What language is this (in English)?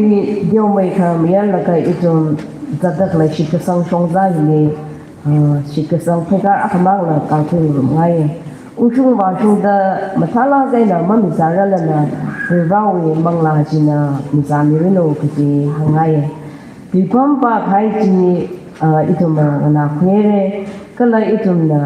Tangkhul Naga (India)